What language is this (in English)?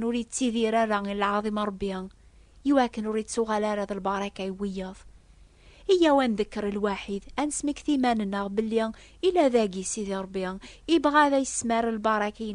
Kabyle